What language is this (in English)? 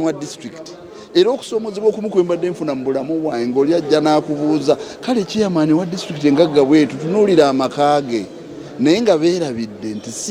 Ganda